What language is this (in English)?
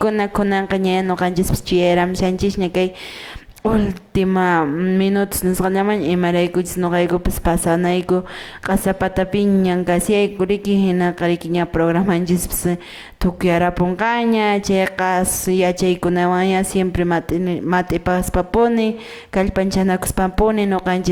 Quechua